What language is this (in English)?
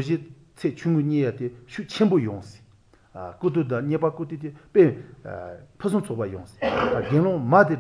Latvian